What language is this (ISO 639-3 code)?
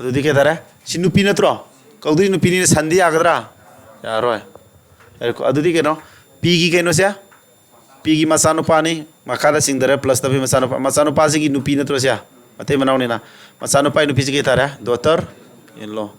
mni